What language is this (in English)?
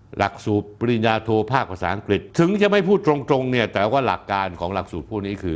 Thai